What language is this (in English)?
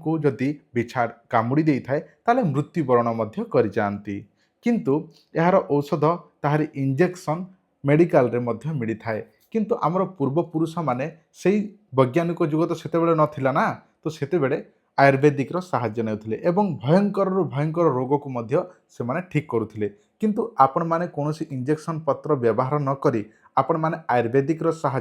Odia